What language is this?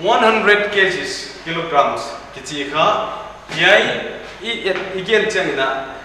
Paite Chin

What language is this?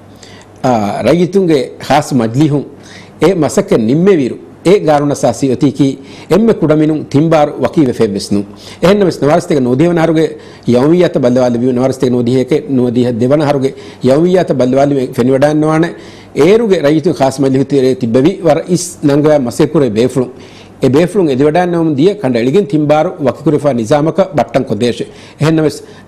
Divehi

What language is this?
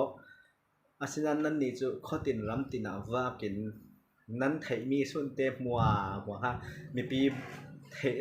Falam Chin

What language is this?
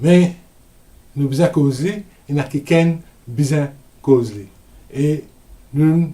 Morisyen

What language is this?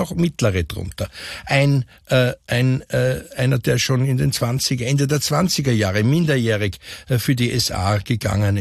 German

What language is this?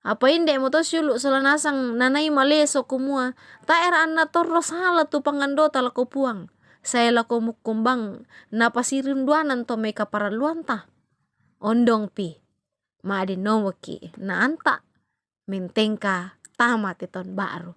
Toraja-Sa'dan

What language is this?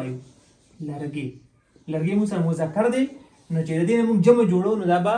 Pashto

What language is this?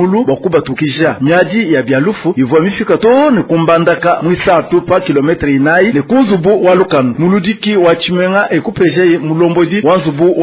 Luba-Lulua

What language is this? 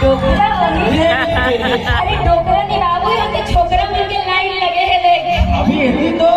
Chhattisgarhi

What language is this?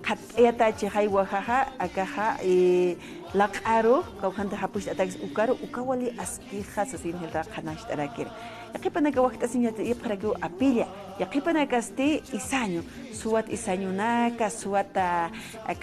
Aymara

